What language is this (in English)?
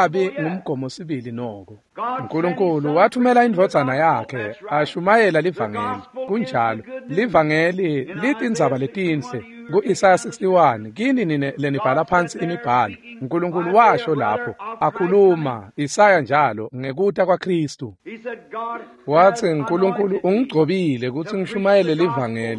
Swati